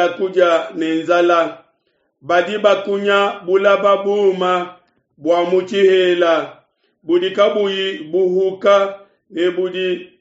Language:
Luba-Lulua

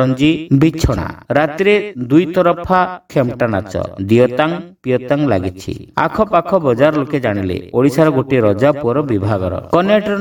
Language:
Odia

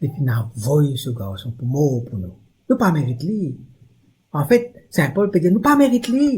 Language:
Morisyen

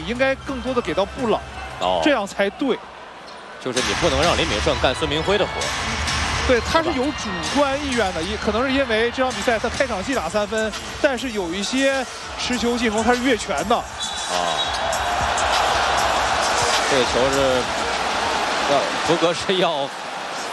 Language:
Chinese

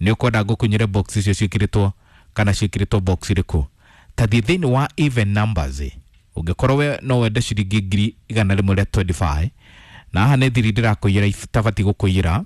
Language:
Kikuyu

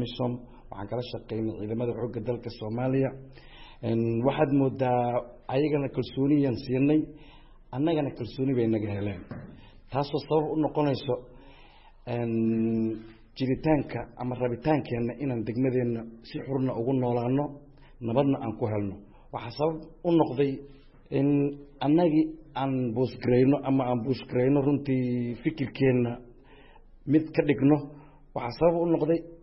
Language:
Somali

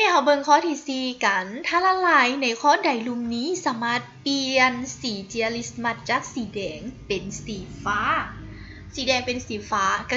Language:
Lao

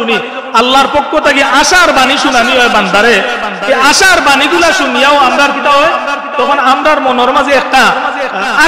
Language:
Sylheti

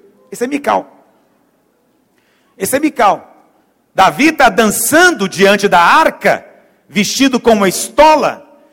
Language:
Portuguese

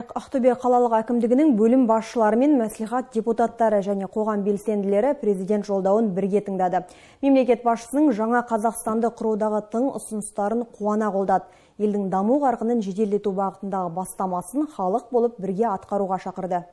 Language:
Kazakh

